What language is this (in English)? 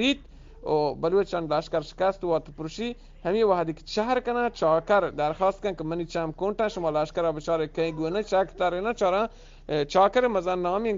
Eastern Balochi